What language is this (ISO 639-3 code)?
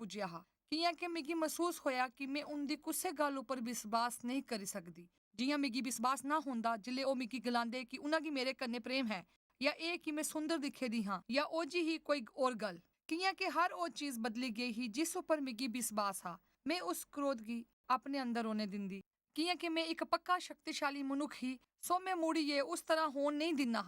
doi